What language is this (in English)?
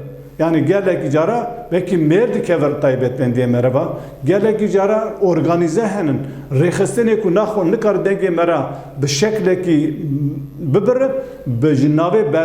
Kurdish